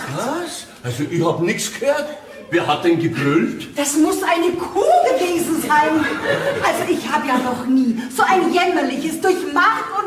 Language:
Bavarian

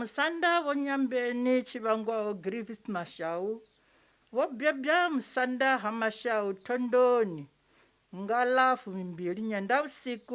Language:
Venda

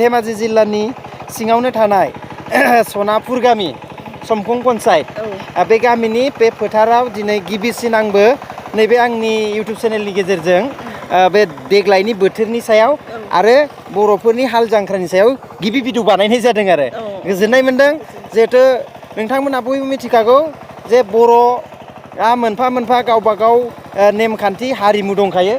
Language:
Bodo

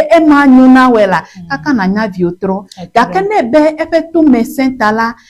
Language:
Ewe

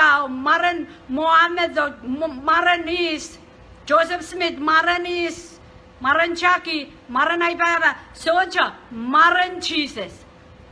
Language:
Pohnpeian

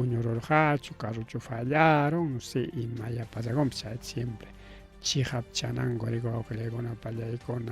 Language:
Ayacucho Quechua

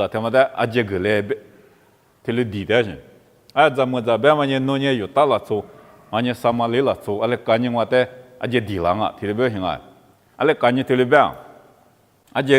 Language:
Lisu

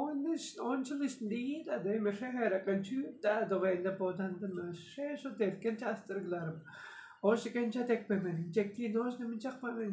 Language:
Tuvinian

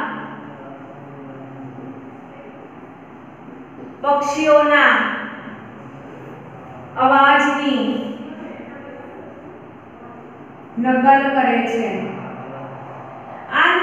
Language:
Gujarati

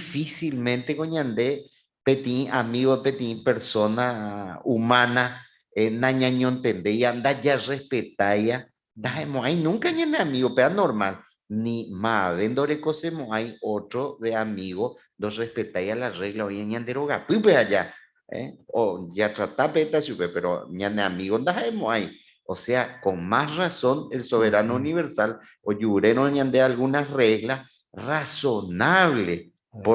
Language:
Guarani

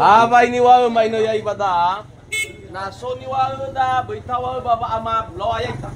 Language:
Nias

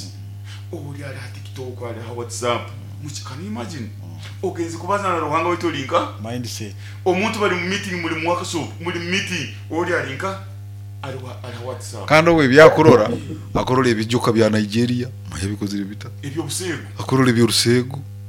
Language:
Nyoro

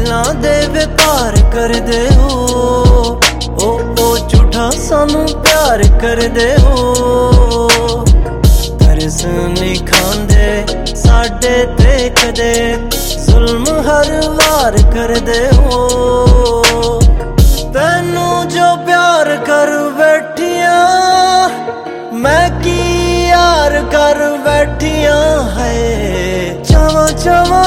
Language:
Punjabi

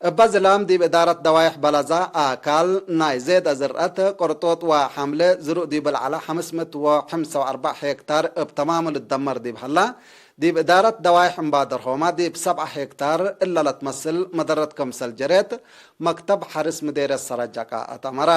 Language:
Tigre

